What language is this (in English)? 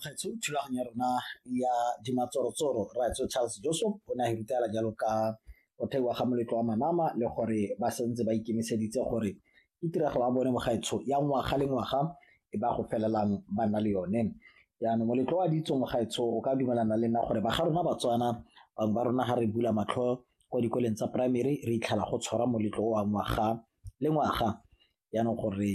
Tswana